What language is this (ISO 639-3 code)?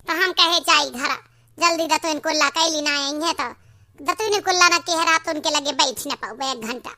awa